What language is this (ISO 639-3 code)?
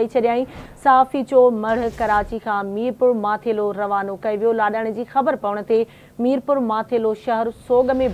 snd